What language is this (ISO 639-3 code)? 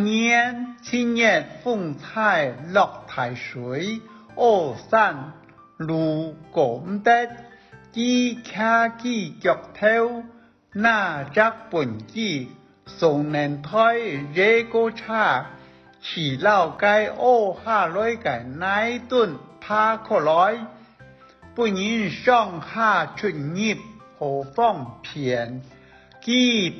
hak